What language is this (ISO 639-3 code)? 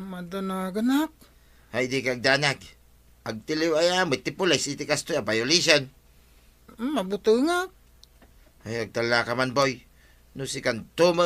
ilo